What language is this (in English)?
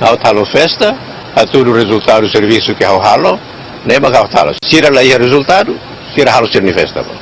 Tetum